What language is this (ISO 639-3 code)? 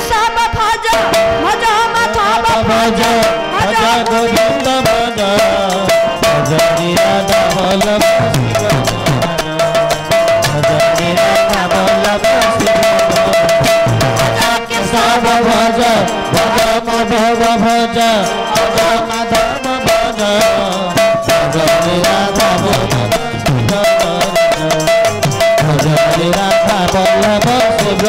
ori